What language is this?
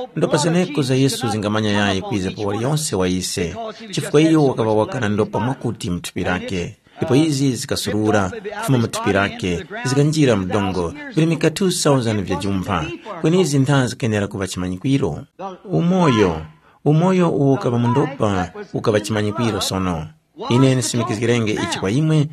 Tumbuka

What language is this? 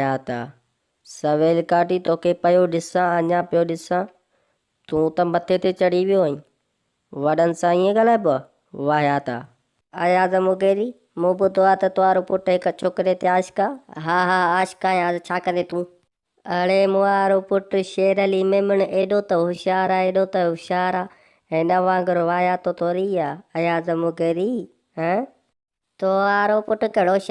Sindhi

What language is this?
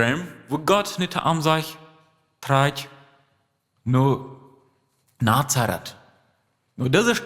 Plautdietsch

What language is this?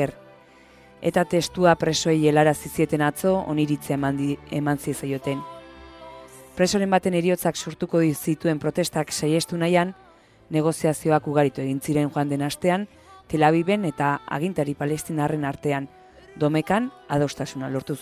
Basque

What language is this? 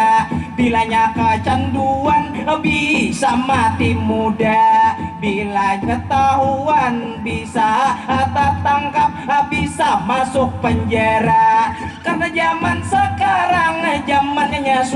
Banjar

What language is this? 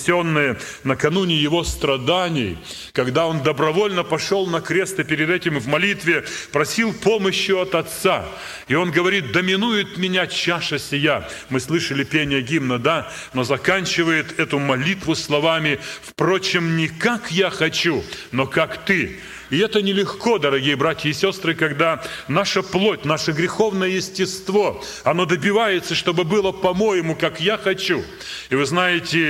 Russian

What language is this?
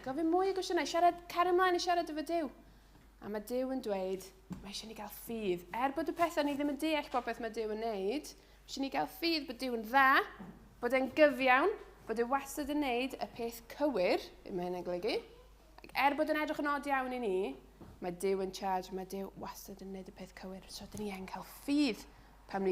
Welsh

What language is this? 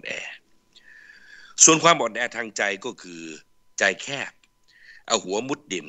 Thai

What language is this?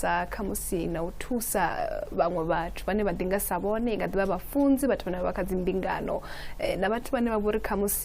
Venda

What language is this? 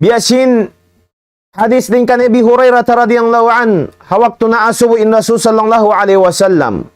Tausug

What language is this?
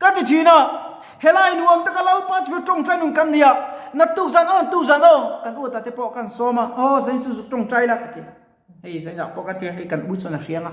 Mizo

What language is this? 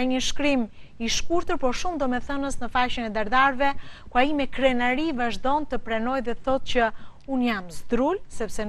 Albanian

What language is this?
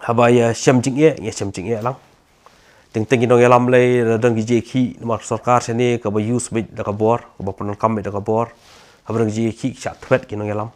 Khasi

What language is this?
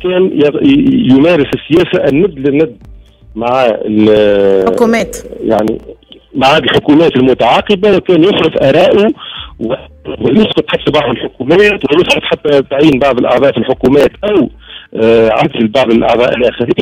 Tunisian Arabic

